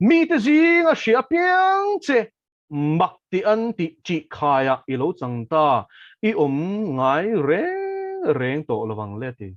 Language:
Mizo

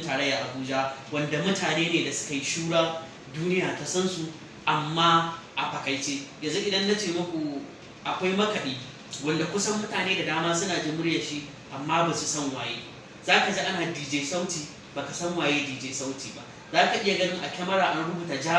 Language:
Hausa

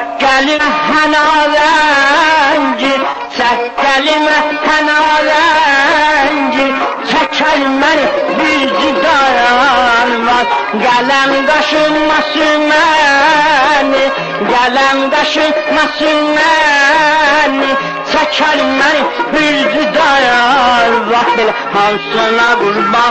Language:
South Azerbaijani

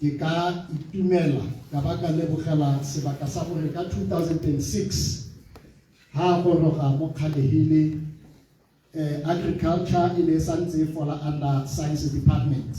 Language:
Tswana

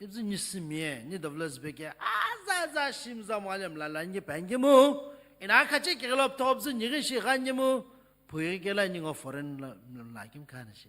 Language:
Sumi Naga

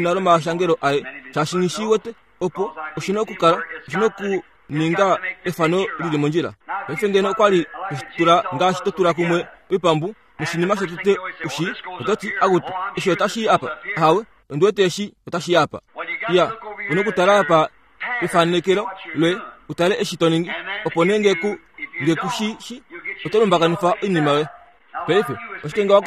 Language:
Kuanyama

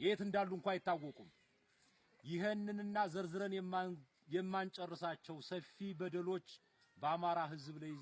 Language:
Amharic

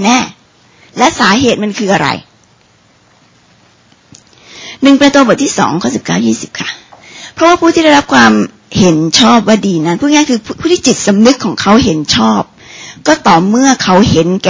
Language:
Thai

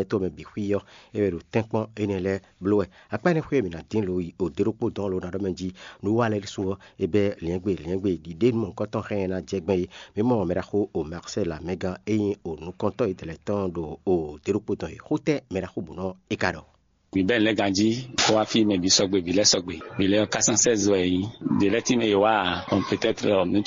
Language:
Fon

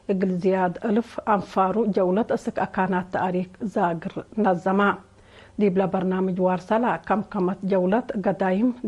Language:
Tigre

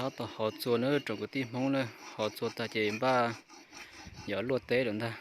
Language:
Hmong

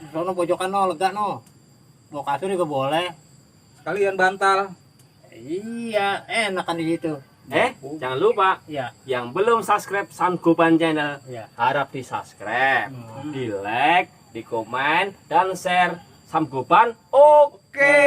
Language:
Betawi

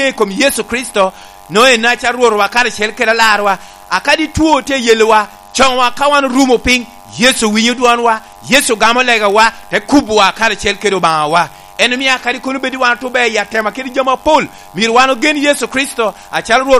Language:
Lango (Uganda)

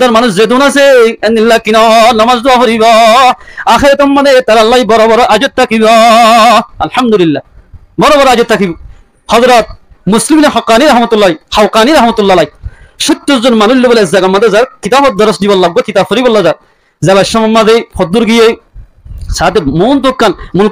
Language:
Rohingya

